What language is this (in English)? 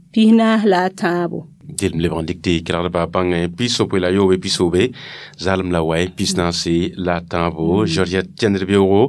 Mossi